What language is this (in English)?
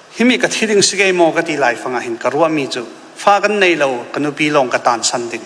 Falam Chin